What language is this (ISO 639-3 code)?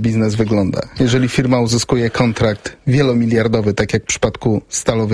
pol